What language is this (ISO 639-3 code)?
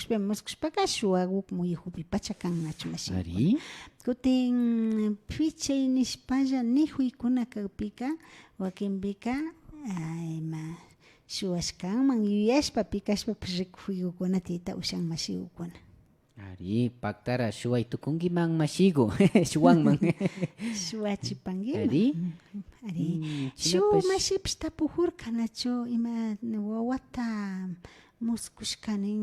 qvi